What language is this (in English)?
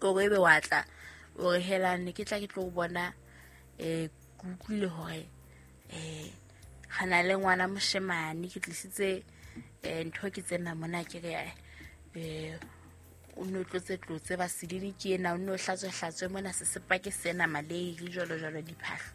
Southern Sotho